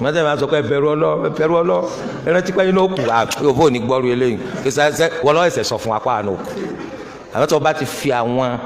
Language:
Yoruba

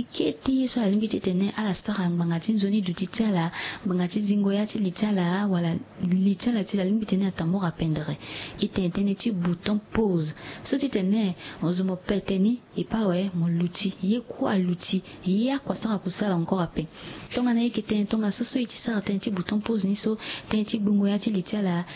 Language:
Sango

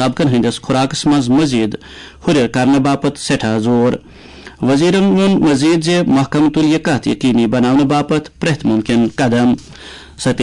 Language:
Kashmiri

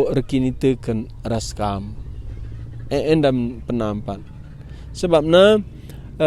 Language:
Batak Karo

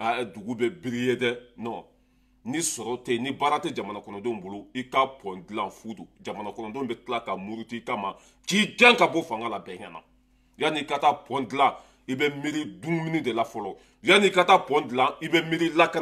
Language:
Bambara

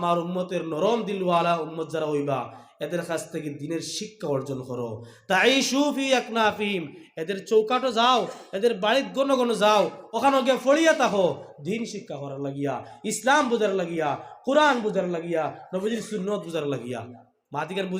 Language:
Sylheti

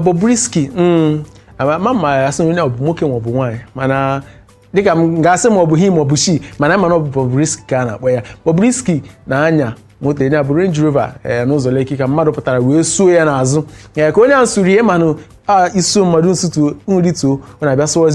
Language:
Igbo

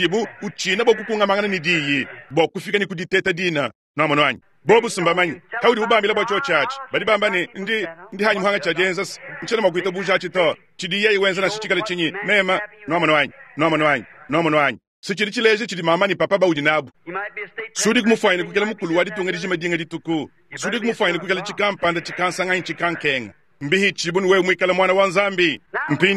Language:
Luba-Lulua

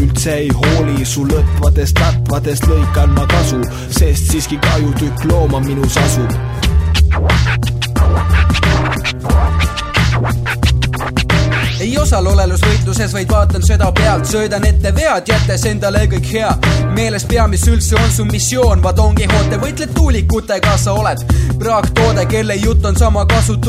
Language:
Estonian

